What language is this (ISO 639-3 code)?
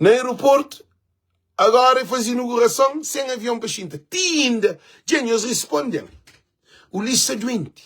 kea